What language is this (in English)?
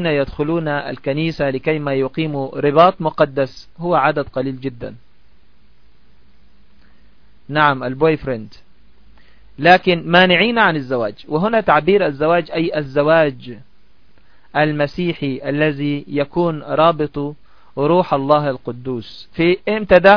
Arabic